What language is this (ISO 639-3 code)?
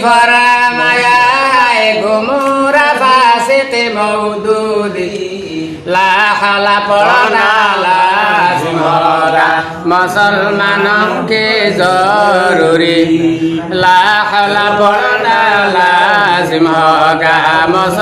syl